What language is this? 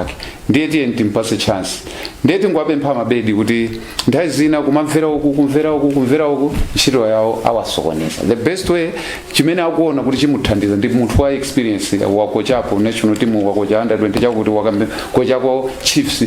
Nyanja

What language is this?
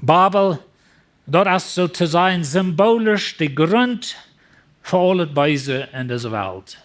Plautdietsch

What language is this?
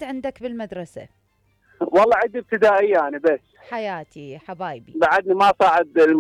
Mesopotamian Arabic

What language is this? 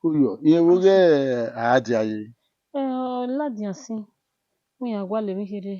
Bini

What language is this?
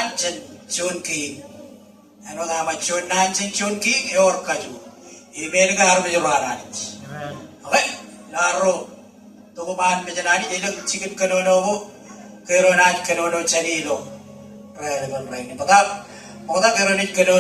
Marshallese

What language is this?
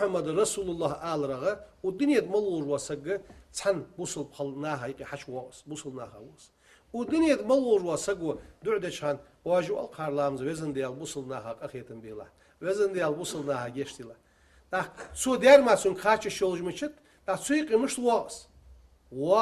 Ingush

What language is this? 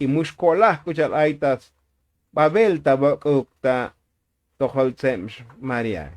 Tzotzil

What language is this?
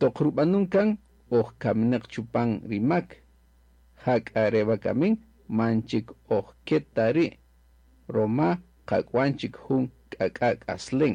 Kaqchikel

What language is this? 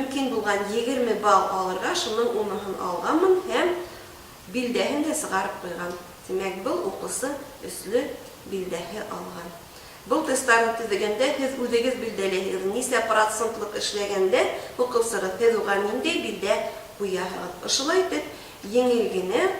Bashkir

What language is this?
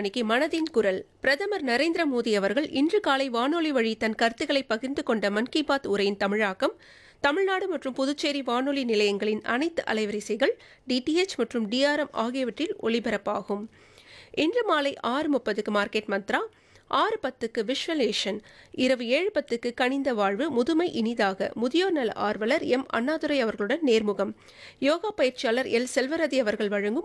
Tamil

